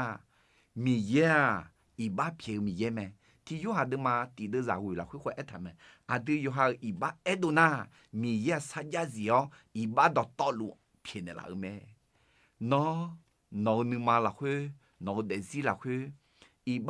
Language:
Akha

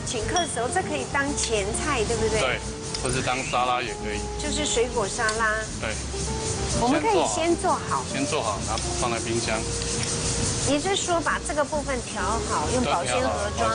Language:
Chinese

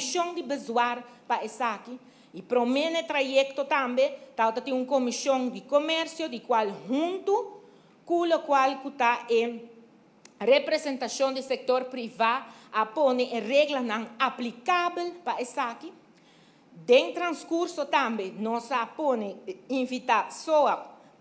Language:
Papiamento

